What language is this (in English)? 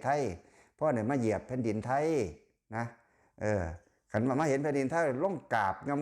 Lao